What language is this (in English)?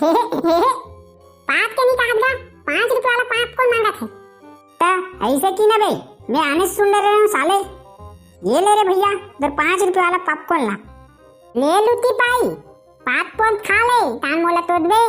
Chhattisgarhi